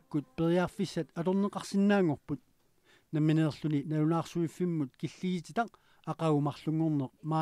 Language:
Kalaallisut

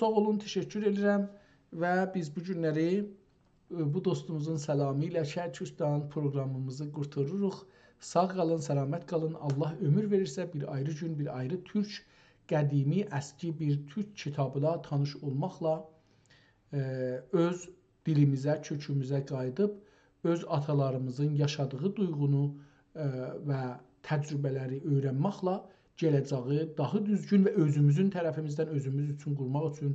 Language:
South Azerbaijani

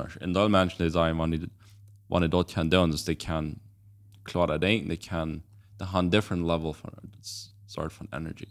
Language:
Plautdietsch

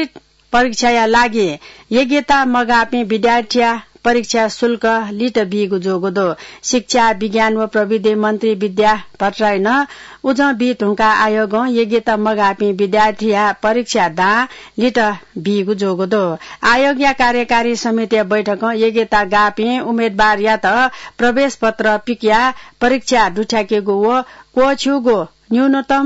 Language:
Newari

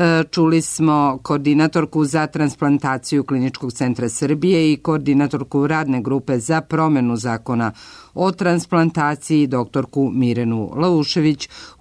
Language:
Serbian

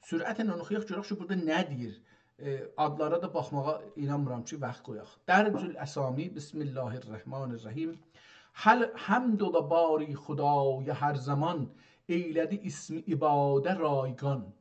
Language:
South Azerbaijani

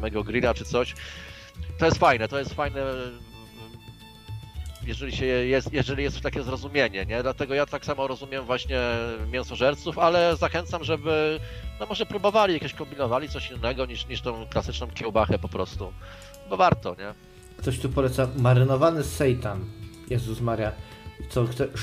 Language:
Polish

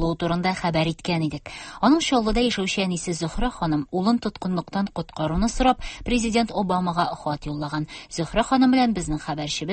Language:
Tatar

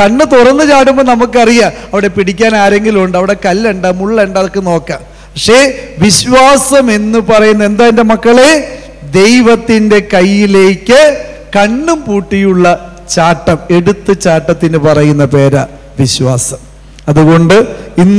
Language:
Malayalam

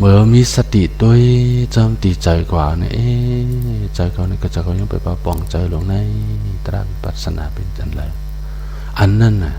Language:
Shan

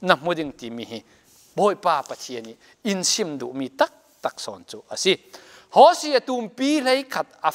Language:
Falam Chin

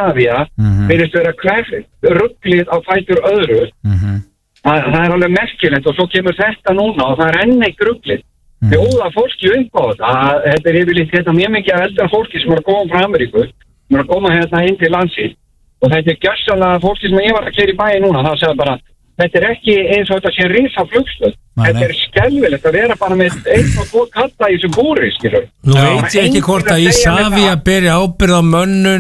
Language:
Icelandic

